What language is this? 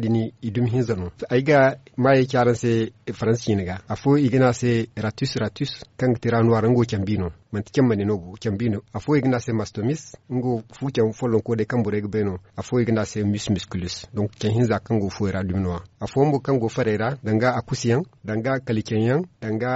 Zarma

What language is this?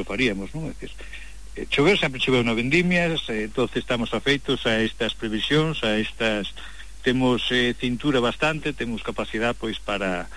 Galician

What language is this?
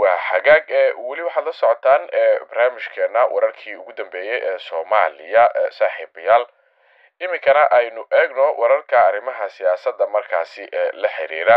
Somali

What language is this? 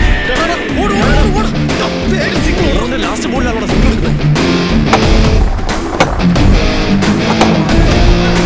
Malayalam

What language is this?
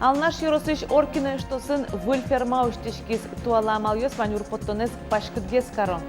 Udmurt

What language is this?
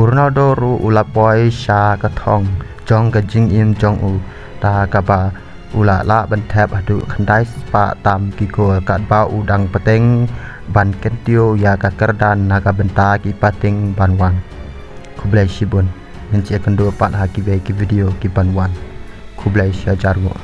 Khasi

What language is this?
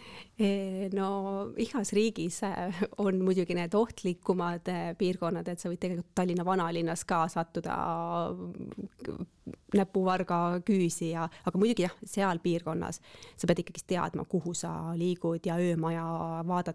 Estonian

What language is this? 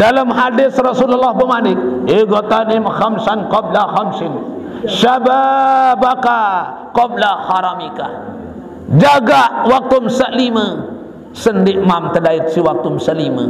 Sasak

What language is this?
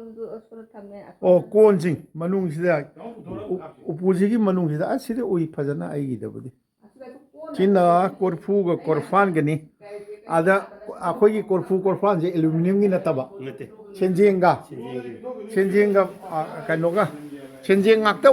Manipuri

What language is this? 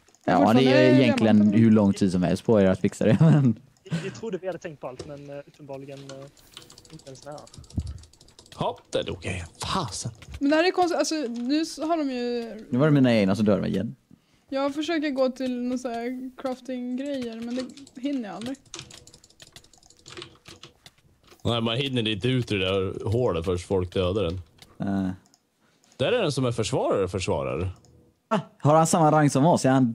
Swedish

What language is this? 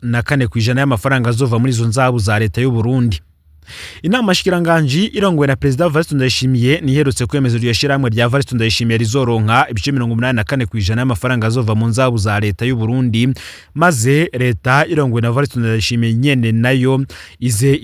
Rundi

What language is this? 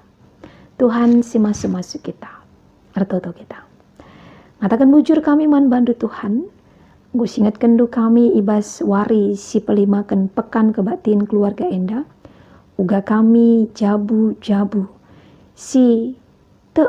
Batak Karo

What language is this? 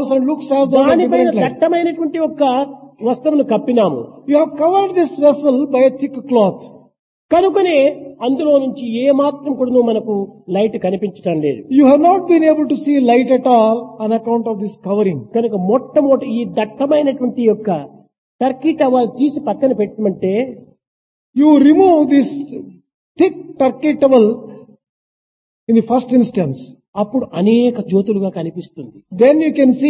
Telugu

